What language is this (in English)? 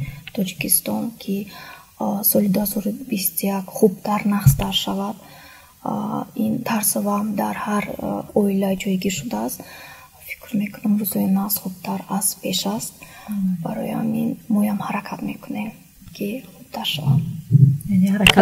Tajik